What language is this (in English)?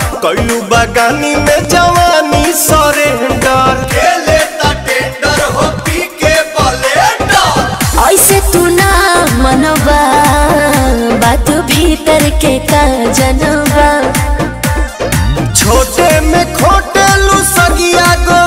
Bhojpuri